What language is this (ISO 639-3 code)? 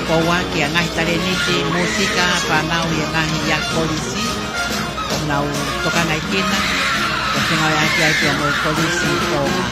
ton